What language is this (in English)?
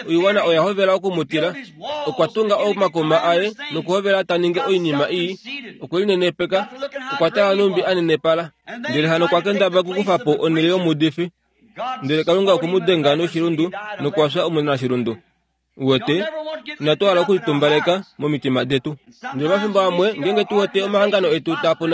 Kuanyama